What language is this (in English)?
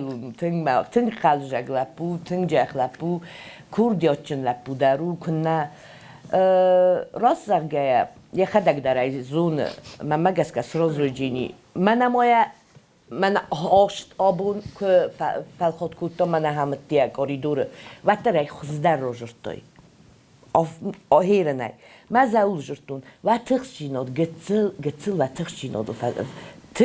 Ossetic